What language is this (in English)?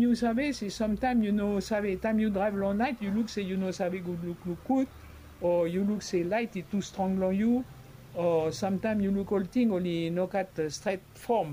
Bislama